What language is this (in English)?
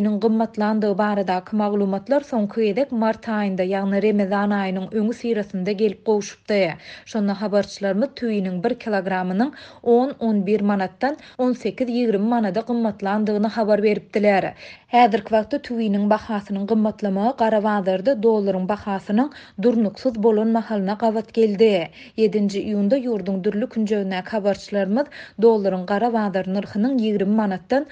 Turkmen